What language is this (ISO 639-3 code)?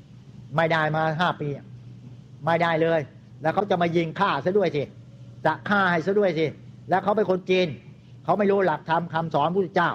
tha